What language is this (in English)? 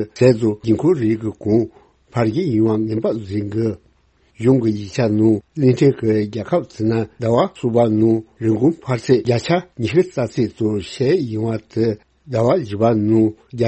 Tibetan